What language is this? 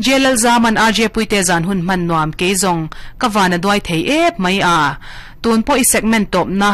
Mizo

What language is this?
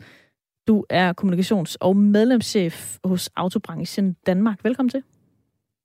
Danish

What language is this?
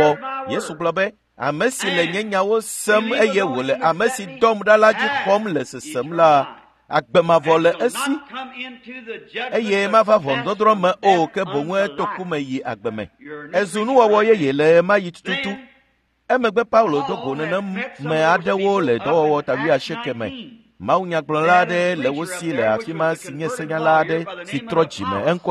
Ewe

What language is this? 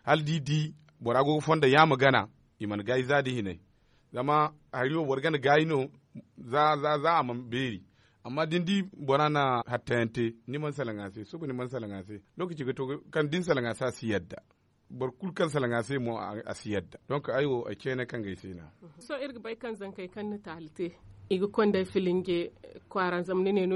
Zarma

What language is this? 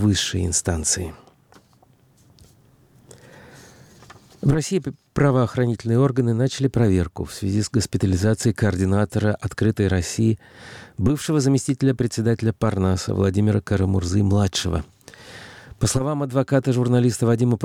Russian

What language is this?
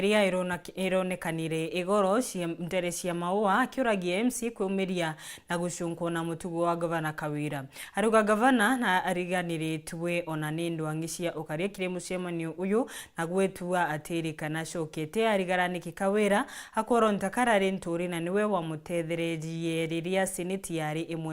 Meru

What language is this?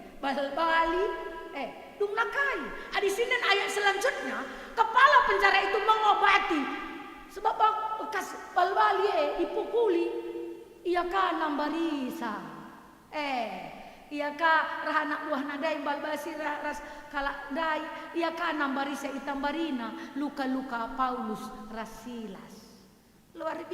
Batak Karo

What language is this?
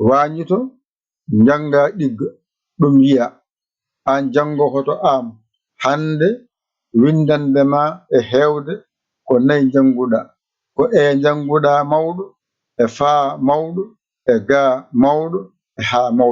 Fula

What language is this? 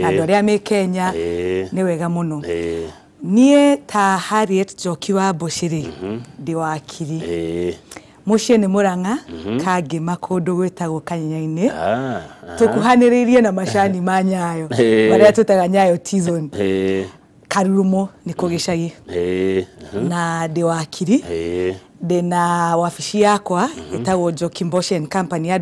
Kikuyu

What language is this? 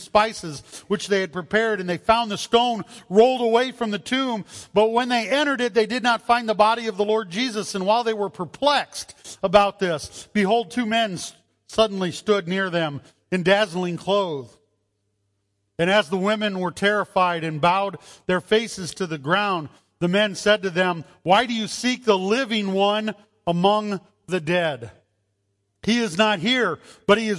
English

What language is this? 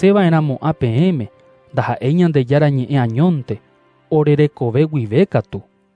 Guarani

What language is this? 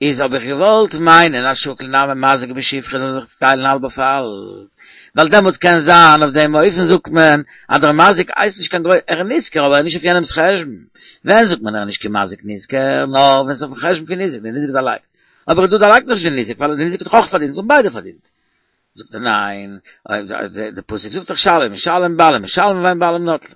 Yiddish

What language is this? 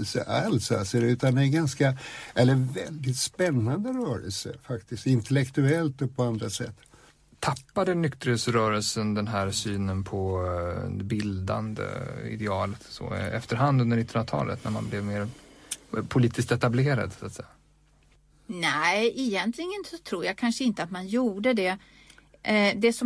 Swedish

